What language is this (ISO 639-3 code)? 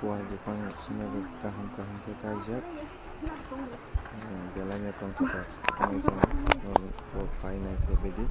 trp